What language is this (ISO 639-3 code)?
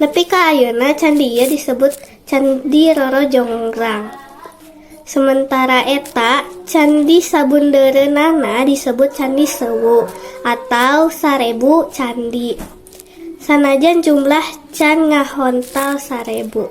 sun